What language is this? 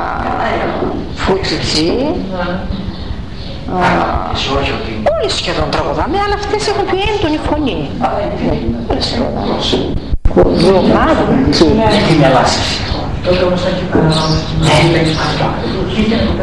Greek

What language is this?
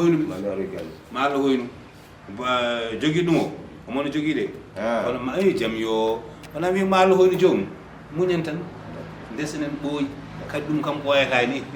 Fula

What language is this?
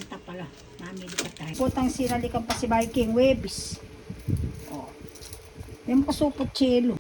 Pampanga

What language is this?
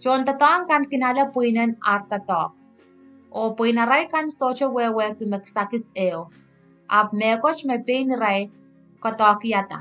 Pohnpeian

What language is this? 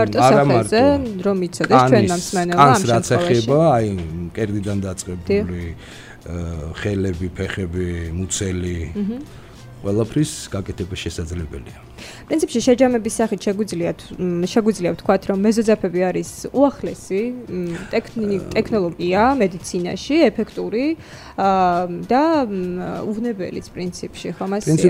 Georgian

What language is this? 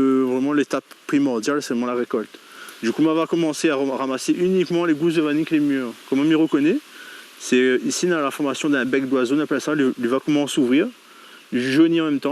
Réunion Creole French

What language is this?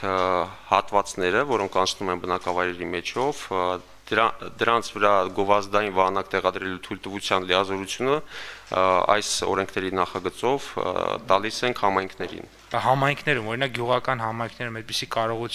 Armenian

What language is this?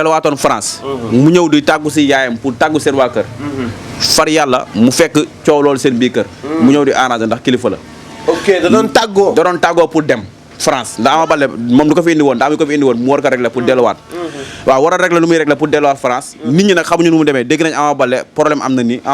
Wolof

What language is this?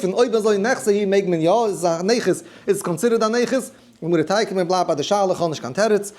Yiddish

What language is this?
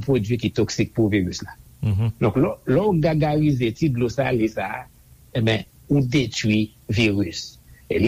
Haitian Creole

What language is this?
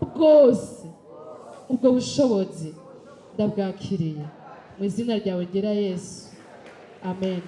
Rundi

